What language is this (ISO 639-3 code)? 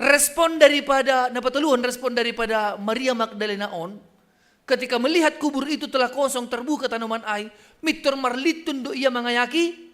bts